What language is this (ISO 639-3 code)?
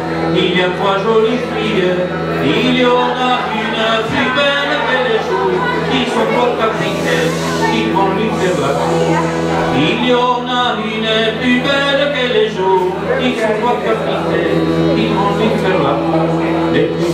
fra